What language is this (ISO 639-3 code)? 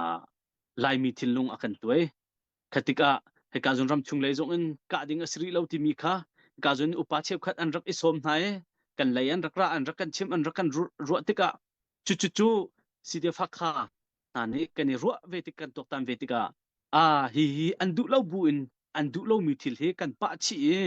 cnh